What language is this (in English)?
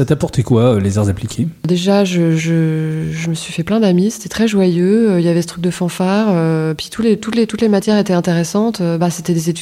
French